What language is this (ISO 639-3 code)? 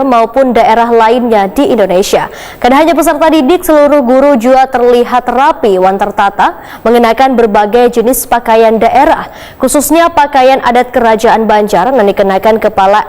bjn